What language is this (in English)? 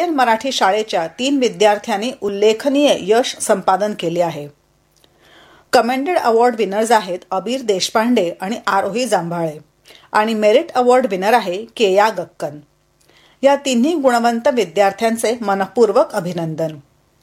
Marathi